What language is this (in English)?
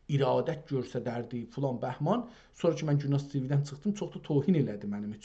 South Azerbaijani